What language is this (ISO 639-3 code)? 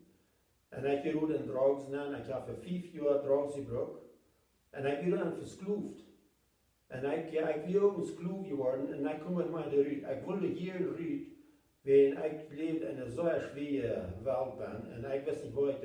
pdt